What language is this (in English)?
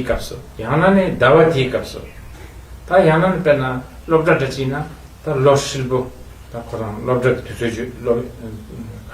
Tibetan